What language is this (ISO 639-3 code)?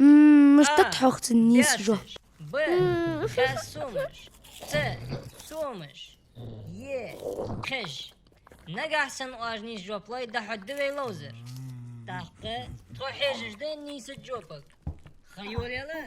inh